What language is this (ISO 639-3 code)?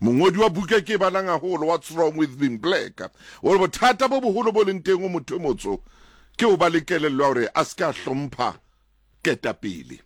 sot